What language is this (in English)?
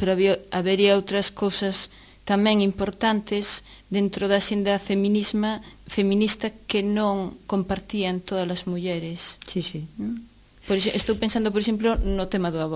Galician